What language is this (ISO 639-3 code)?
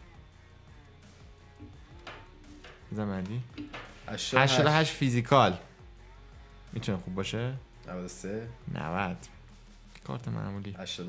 fas